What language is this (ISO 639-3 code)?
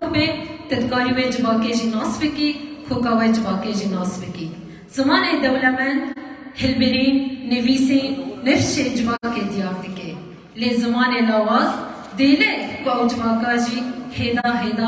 kur